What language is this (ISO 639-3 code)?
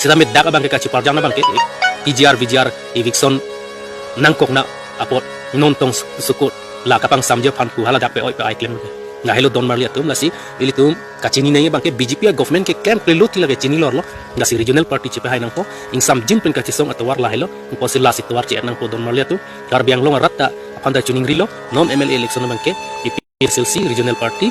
mjw